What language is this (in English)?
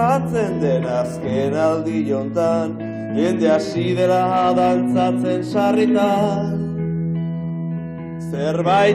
Basque